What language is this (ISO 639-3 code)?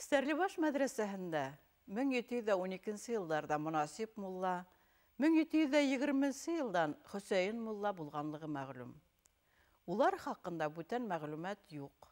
bak